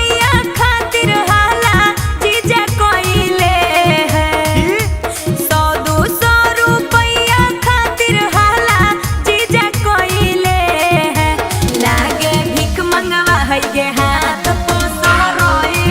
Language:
Magahi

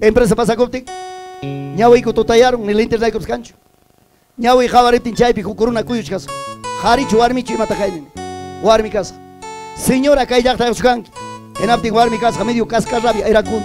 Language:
Ayacucho Quechua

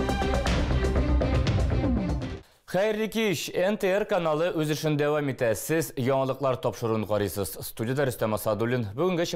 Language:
Tatar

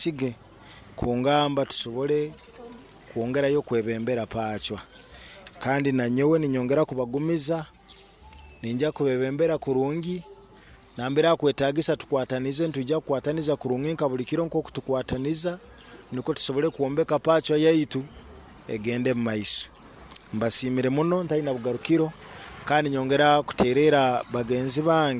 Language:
Nyoro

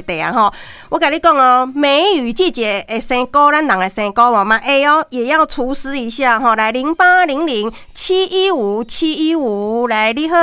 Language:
Min Nan Chinese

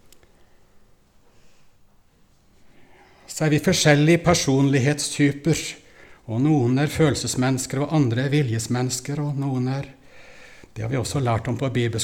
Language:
Norwegian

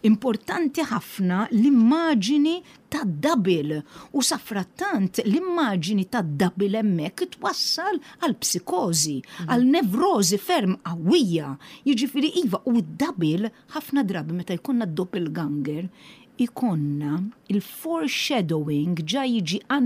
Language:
Maltese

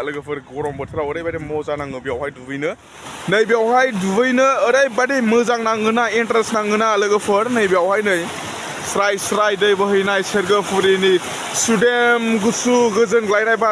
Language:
Bodo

